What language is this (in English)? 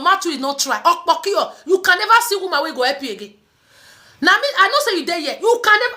Nigerian Pidgin